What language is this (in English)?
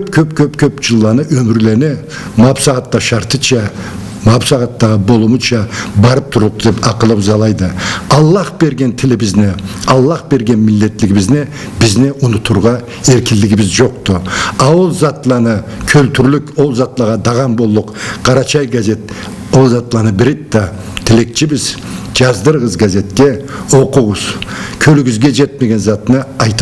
Karachay-Balkar